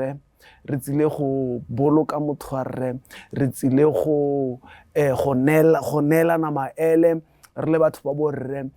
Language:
Tswana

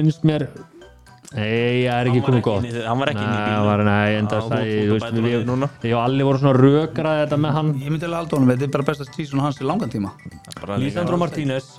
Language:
Icelandic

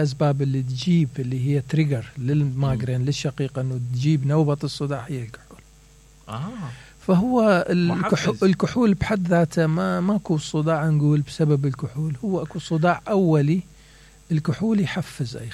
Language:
Mesopotamian Arabic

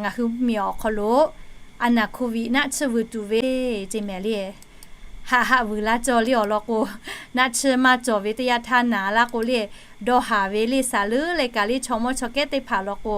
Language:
Lahu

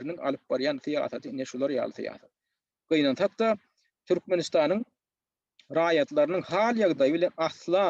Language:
Turkmen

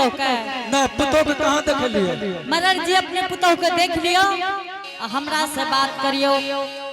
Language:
Angika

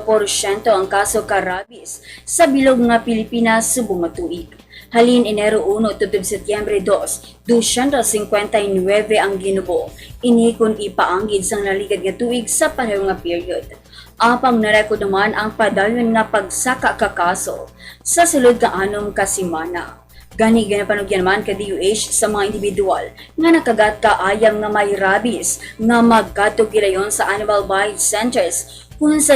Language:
Hiligaynon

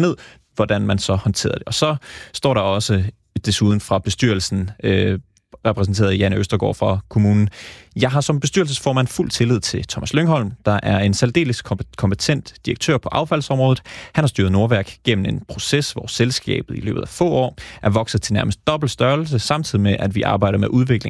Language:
Danish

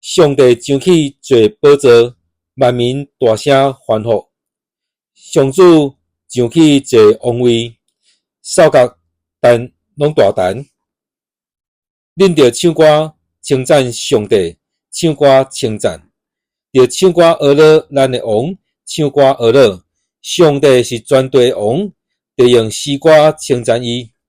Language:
Min Nan Chinese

